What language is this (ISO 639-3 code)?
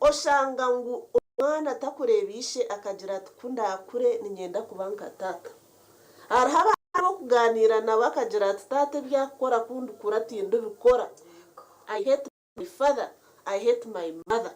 nyn